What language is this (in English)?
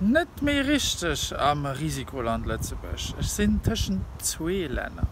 Luxembourgish